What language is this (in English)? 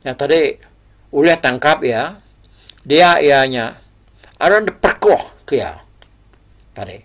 Iban